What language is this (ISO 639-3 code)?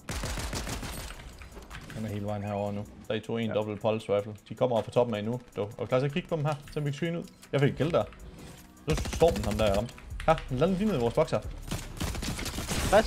dan